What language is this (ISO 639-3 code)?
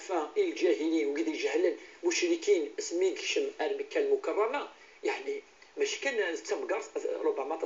kab